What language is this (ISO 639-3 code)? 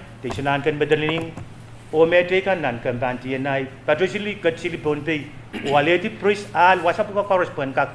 pon